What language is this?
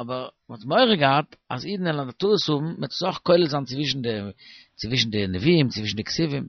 Yiddish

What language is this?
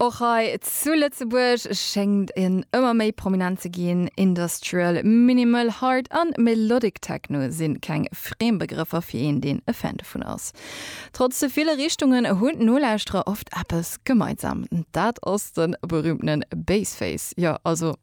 Luxembourgish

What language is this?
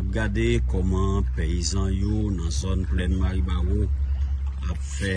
Haitian Creole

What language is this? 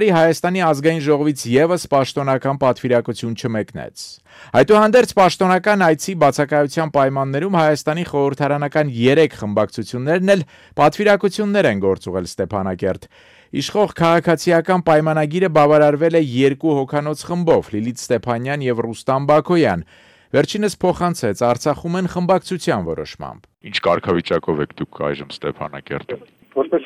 Armenian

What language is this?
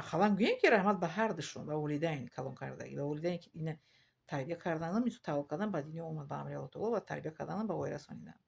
Tajik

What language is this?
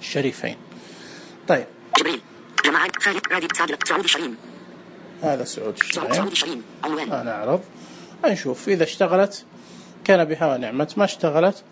Najdi Arabic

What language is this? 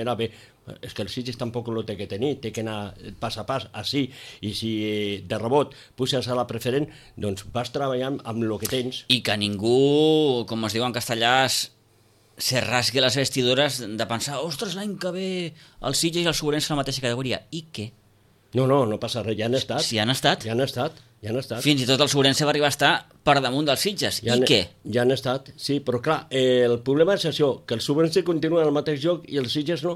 Catalan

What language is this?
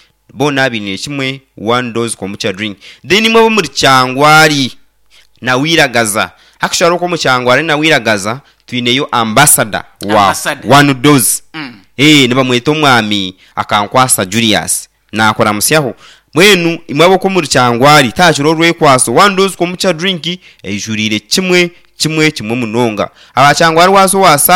Nyankole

